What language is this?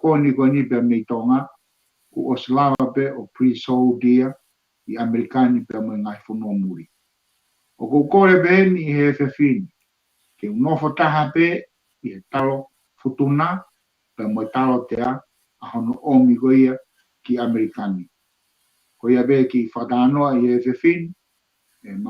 Tongan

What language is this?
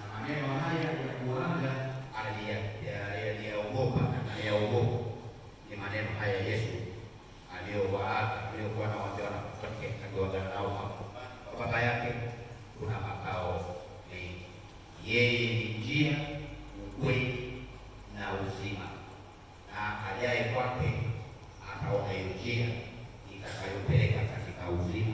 Swahili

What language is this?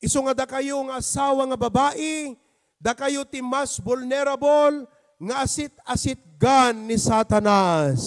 Iloko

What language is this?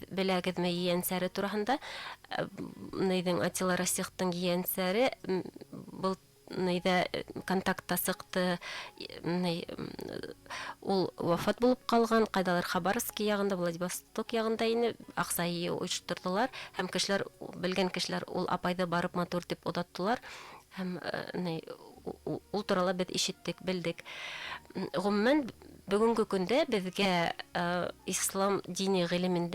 Bashkir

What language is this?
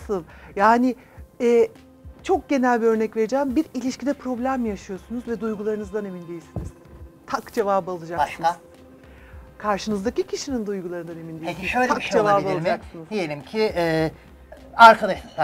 Turkish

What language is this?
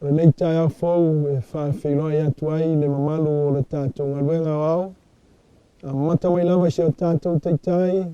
Samoan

